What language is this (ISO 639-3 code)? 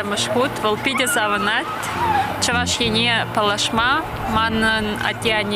chv